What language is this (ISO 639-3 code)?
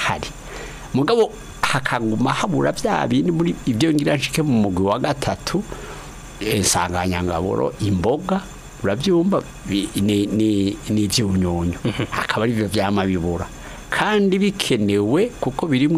run